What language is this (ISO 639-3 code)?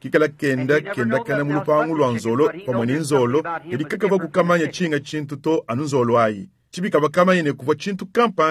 lua